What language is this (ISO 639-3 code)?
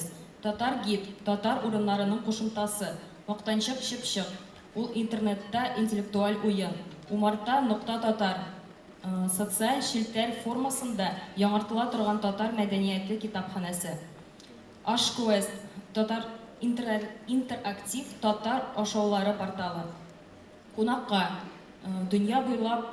tat